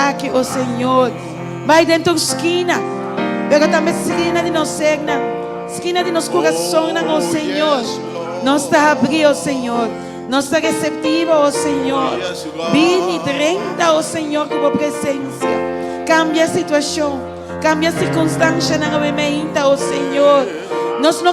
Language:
Papiamento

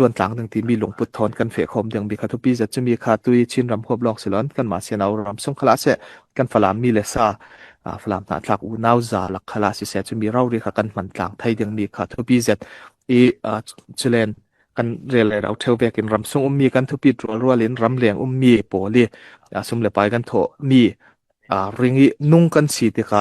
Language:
Falam Chin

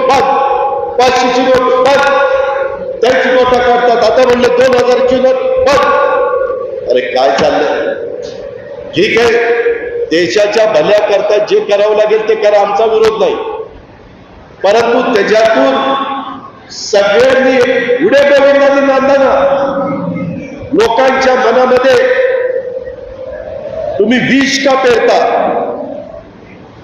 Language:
Marathi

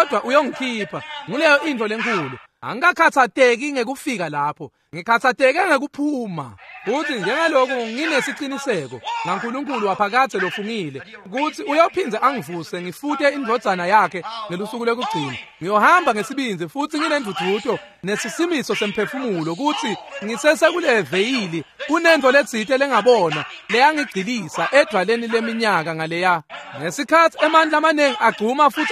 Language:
Swati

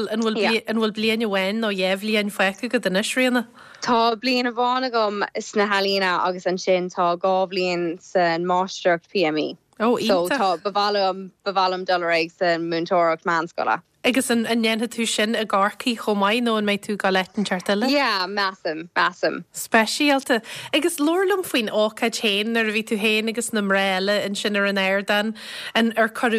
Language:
Irish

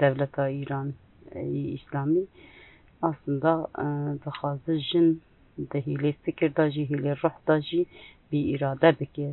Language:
Kurdish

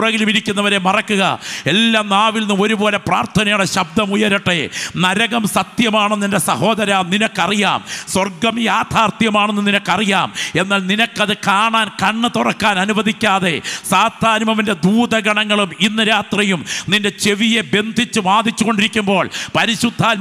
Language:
Malayalam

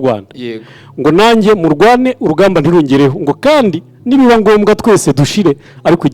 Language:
Kinyarwanda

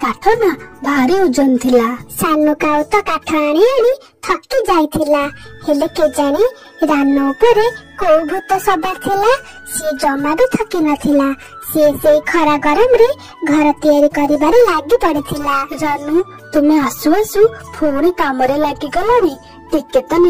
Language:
Odia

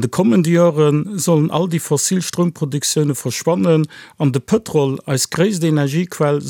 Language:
Luxembourgish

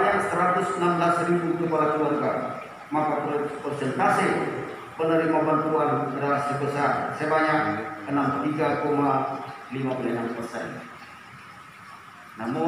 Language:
Indonesian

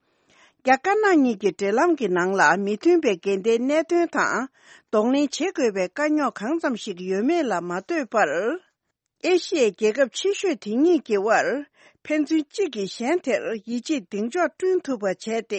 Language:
Tibetan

